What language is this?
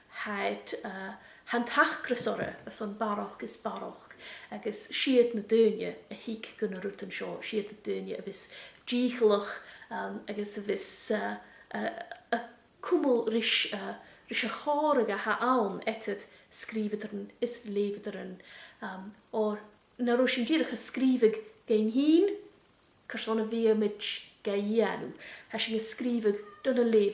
Scottish Gaelic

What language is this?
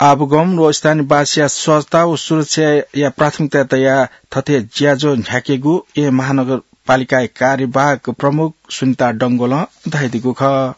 Newari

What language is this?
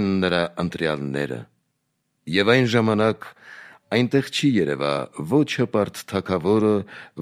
Armenian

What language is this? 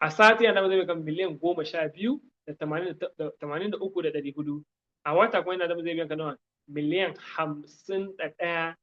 Hausa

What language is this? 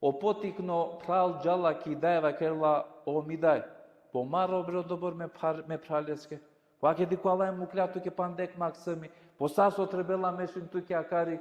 Balkan Romani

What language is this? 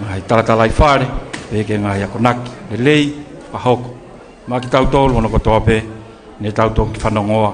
Tongan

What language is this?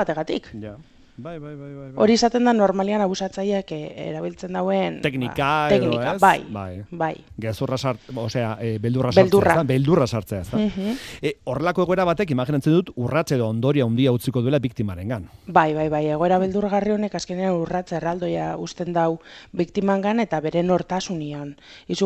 Basque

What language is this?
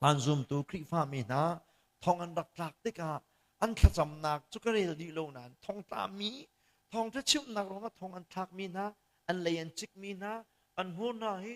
Hakha Chin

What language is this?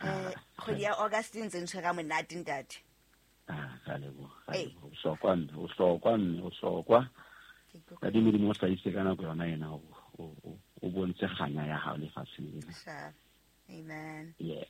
Southern Sotho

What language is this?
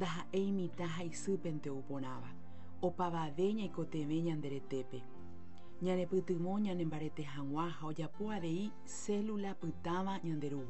Guarani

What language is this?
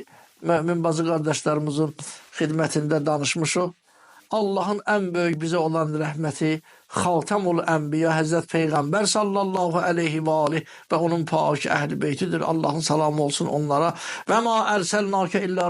Azerbaijani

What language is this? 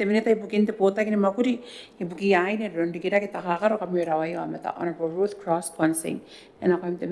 Gilbertese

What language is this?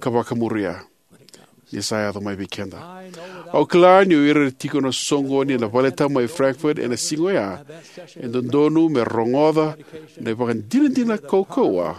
Fijian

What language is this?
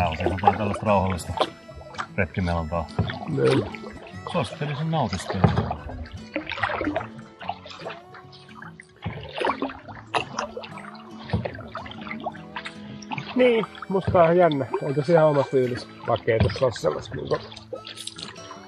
Finnish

